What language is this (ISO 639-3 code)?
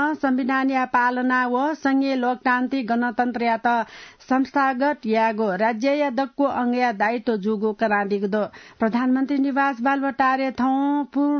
new